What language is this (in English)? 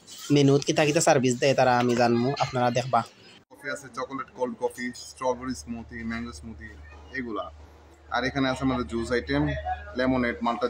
Sylheti